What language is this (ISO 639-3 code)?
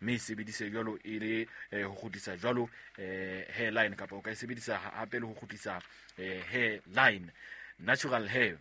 sot